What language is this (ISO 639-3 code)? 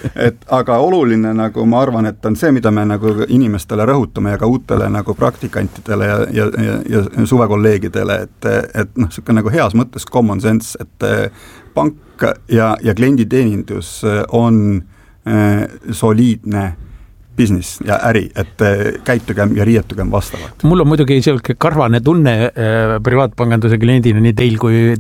est